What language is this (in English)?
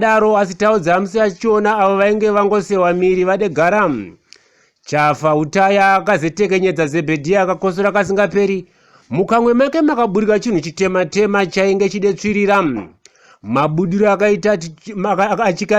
Shona